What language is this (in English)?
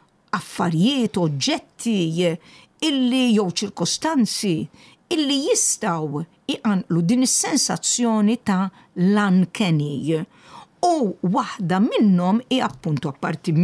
Maltese